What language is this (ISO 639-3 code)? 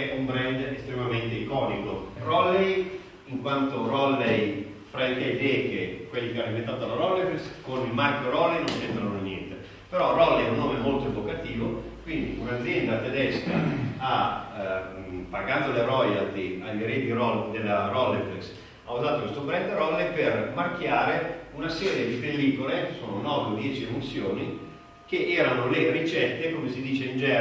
ita